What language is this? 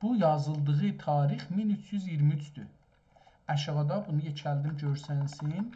South Azerbaijani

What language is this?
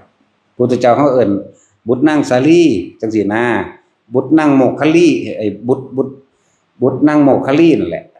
Northeastern Thai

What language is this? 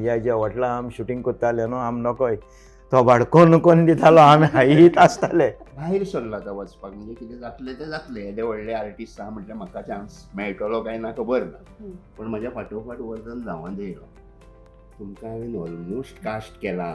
Konkani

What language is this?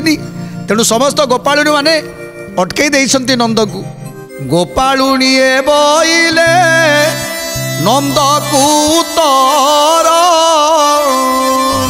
Odia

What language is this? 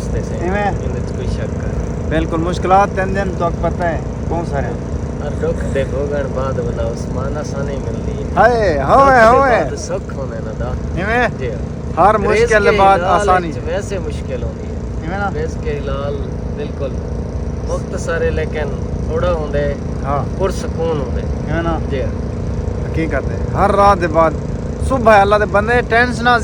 Saraiki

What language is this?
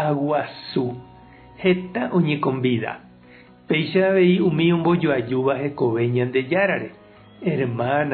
Guarani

